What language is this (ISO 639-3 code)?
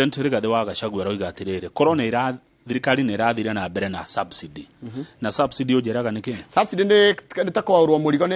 kik